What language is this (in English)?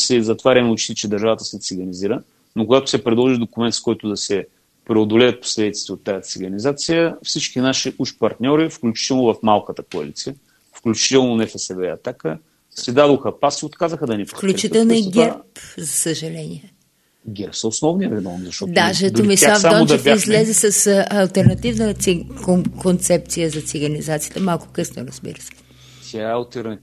Bulgarian